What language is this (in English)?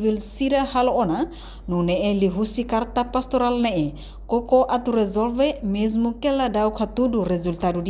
Tetum